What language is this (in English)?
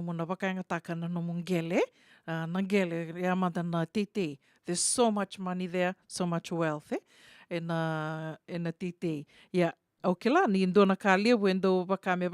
Fijian